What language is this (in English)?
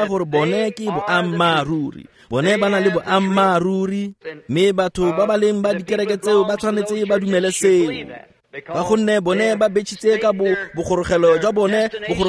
Tswana